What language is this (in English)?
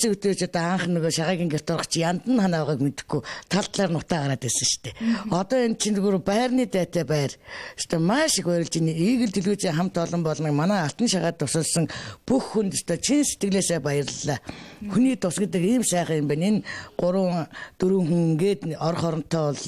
Mongolian